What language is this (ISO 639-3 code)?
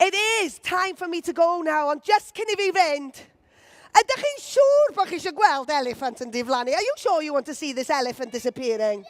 cym